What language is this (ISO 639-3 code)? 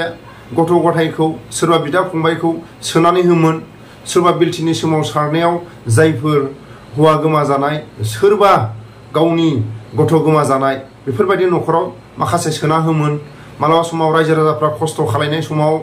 brx